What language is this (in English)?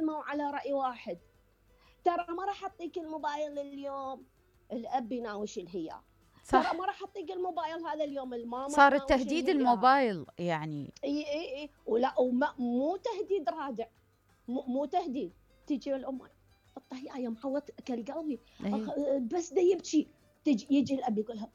Mesopotamian Arabic